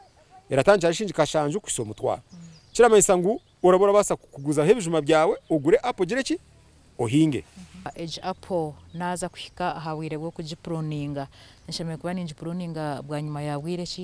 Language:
Nyankole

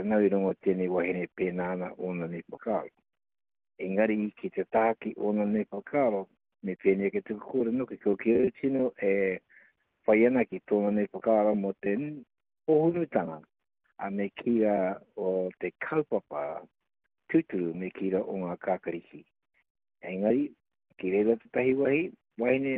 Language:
Māori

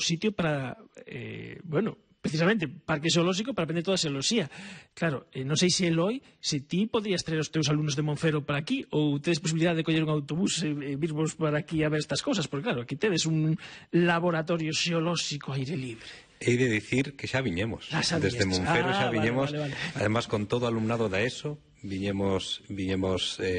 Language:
Galician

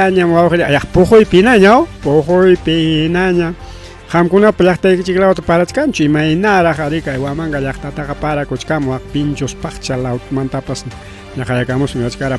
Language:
Ayacucho Quechua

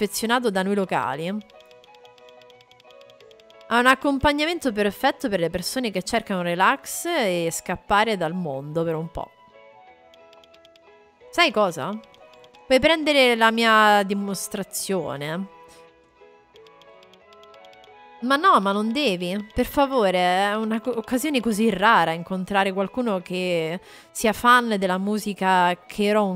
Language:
Italian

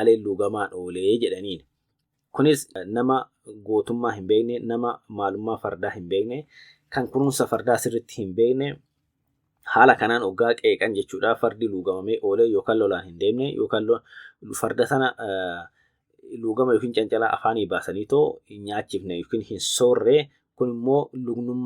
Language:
Oromo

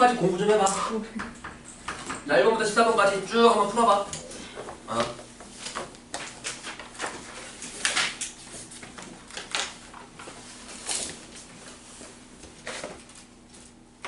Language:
Korean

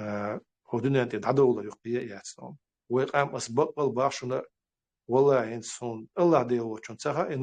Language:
Chechen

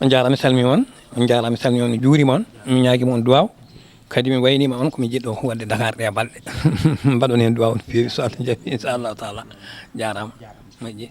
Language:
Fula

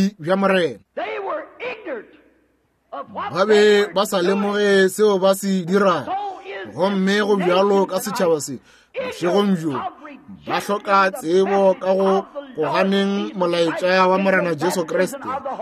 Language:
Northern Sotho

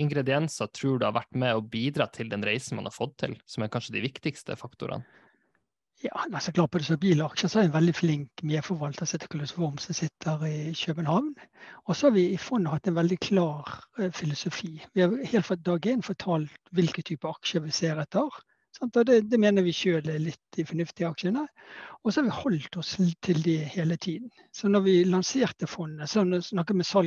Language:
Norwegian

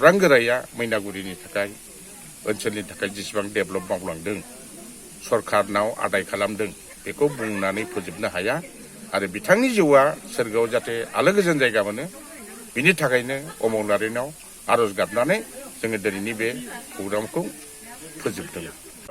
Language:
Bodo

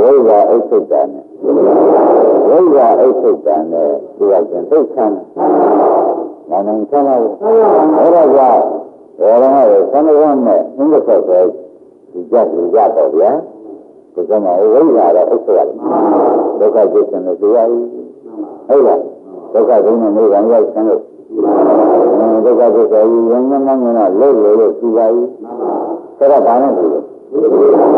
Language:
Burmese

